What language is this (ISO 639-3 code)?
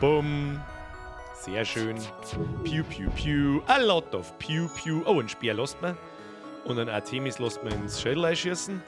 bar